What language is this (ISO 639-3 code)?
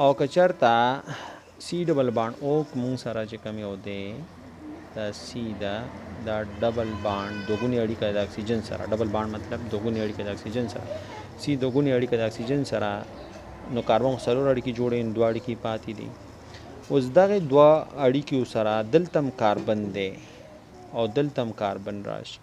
pus